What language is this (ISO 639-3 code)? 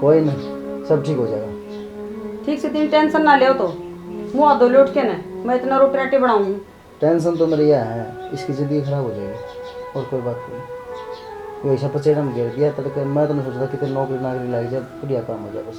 bgc